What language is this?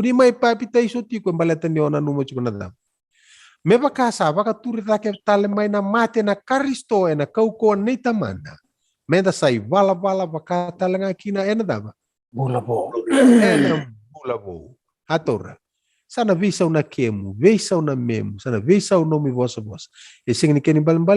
Fijian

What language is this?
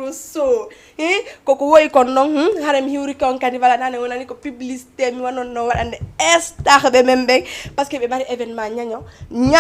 Fula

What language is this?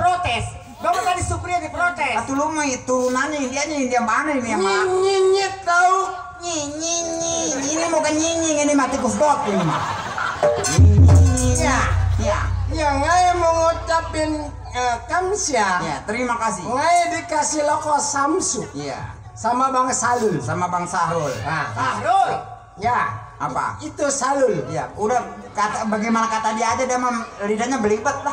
Betawi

